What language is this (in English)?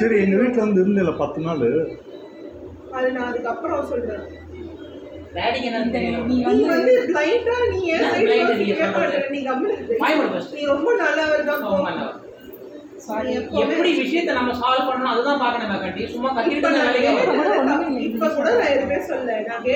Tamil